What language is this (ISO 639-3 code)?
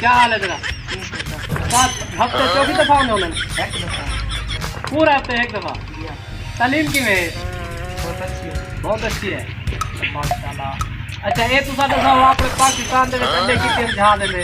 skr